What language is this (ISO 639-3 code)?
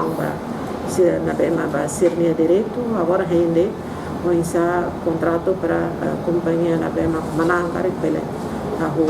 tet